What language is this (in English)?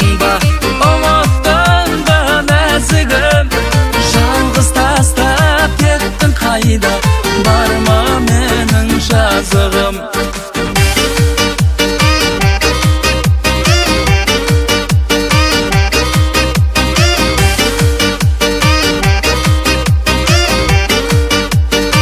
Kazakh